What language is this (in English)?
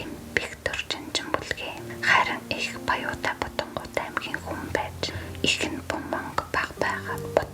Mongolian